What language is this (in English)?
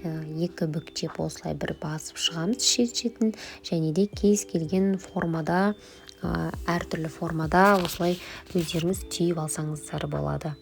Kazakh